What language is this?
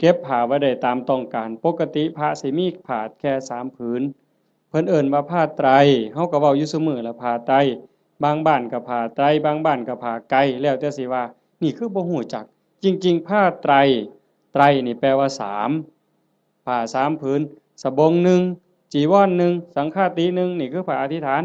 Northeastern Thai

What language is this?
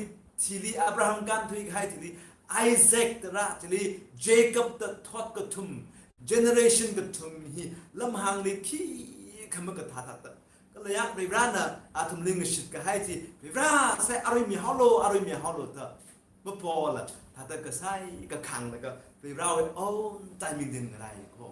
Tangkhul Naga (India)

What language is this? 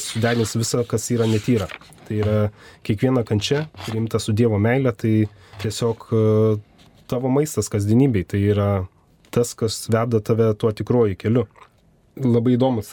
Lithuanian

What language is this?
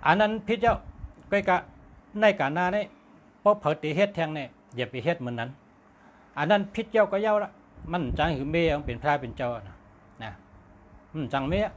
Shan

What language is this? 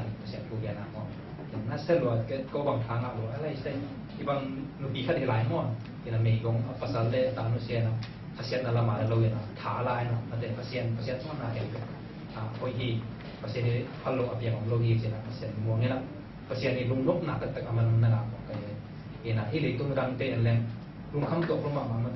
Tedim Chin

